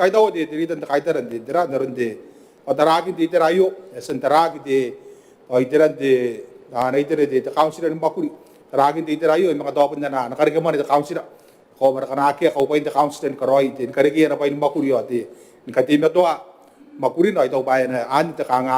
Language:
Gilbertese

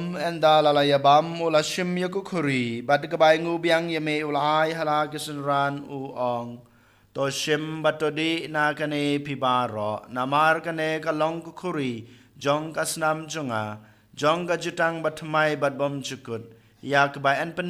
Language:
Khasi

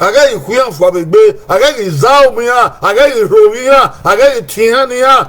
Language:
Bini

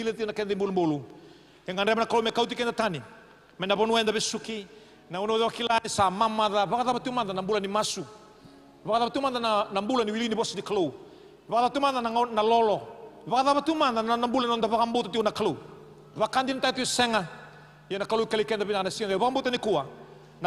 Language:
Fijian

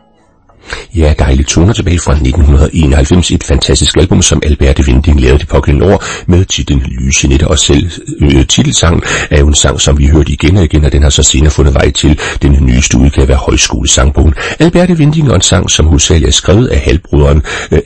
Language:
Danish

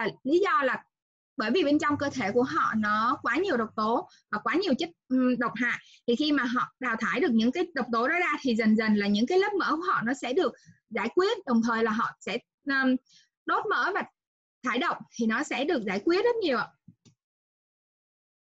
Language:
Vietnamese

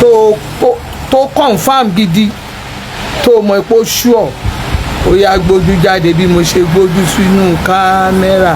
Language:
Yoruba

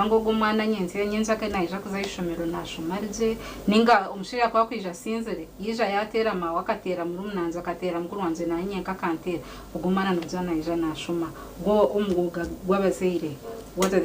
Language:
Nyankole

